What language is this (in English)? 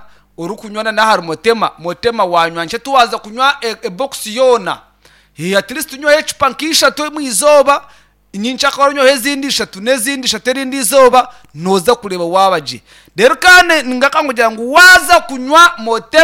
Nyankole